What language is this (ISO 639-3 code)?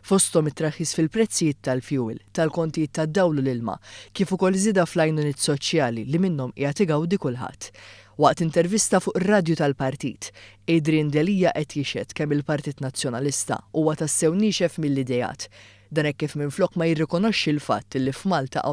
mlt